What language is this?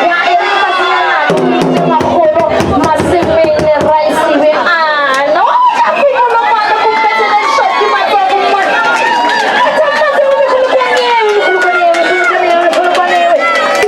Northern Sotho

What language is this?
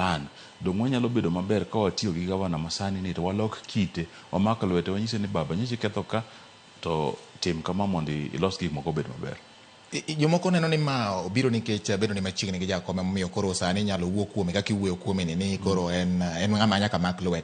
Luo (Kenya and Tanzania)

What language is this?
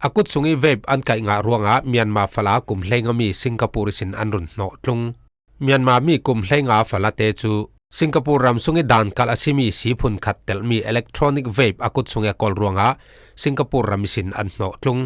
Falam Chin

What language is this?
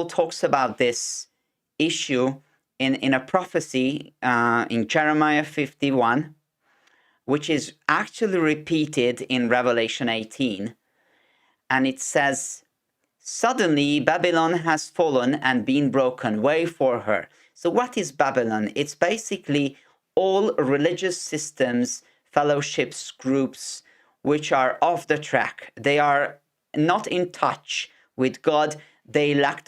English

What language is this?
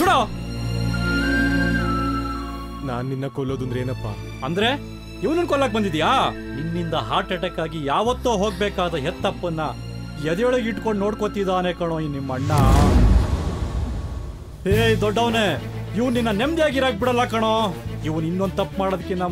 Kannada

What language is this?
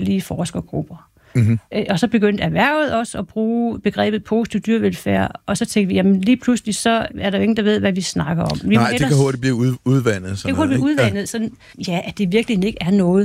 Danish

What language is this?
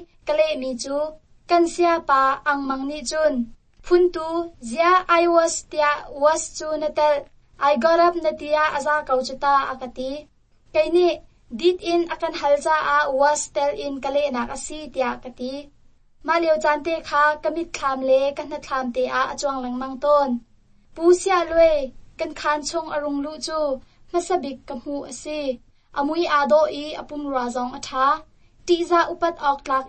Hakha Chin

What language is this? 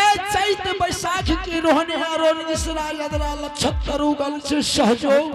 Angika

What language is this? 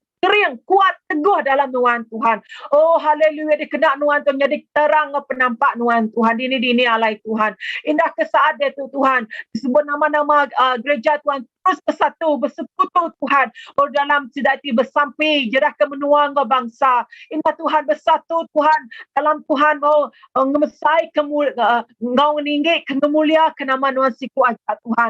Iban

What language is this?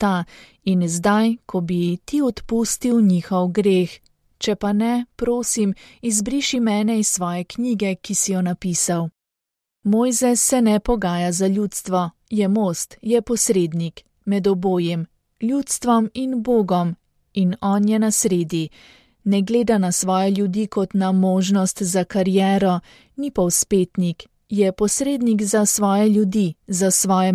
Slovenian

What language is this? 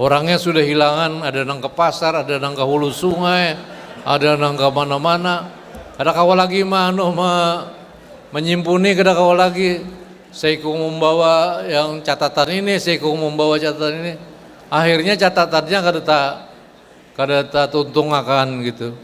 Banjar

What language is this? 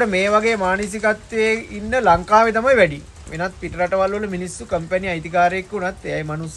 Sinhala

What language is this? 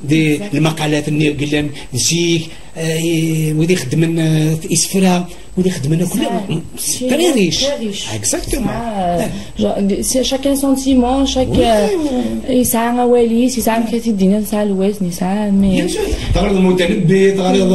Kabyle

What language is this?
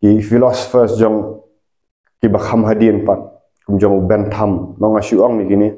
Khasi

